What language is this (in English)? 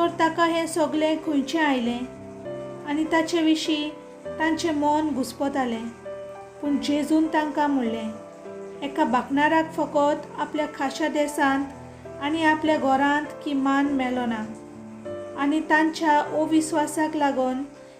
Konkani